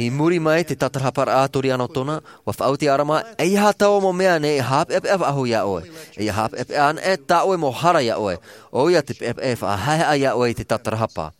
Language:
Tahitian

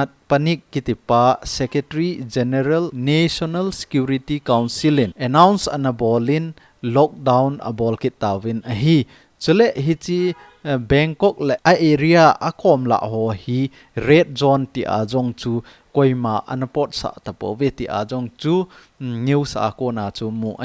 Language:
Thado Chin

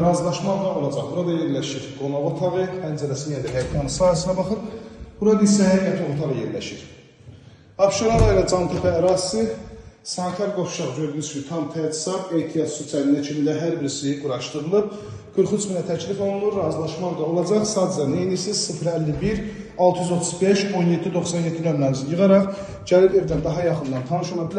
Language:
Azerbaijani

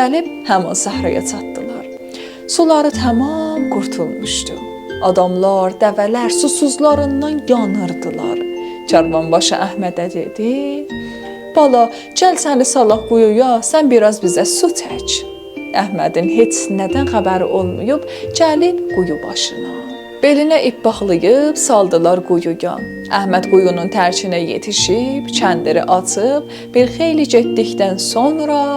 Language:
South Azerbaijani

